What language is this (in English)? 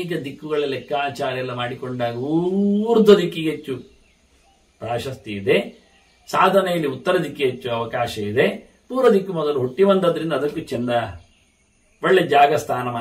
Kannada